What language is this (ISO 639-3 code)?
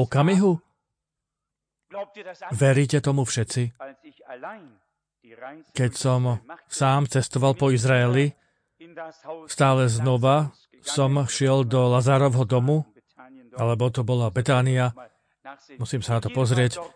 slk